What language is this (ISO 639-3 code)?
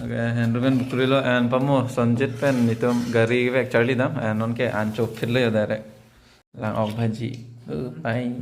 mjw